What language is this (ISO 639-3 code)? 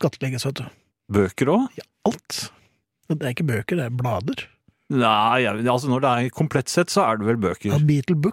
nor